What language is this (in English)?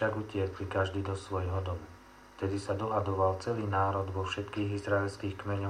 Slovak